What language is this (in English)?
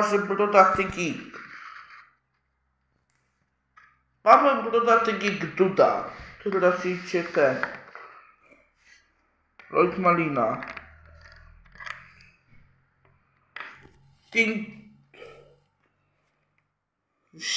Polish